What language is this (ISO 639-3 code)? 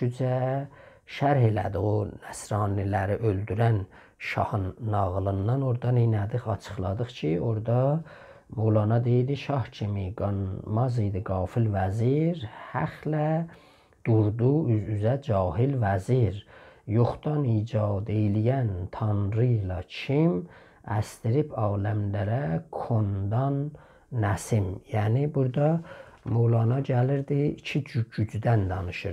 azb